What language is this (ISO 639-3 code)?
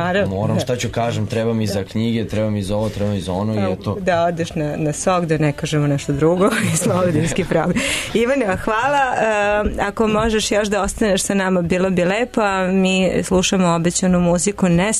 srp